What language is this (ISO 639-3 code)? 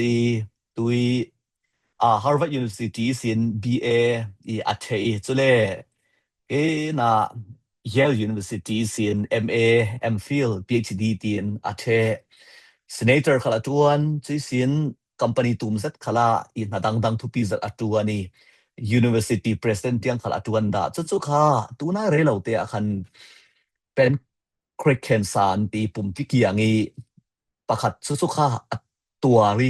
cfm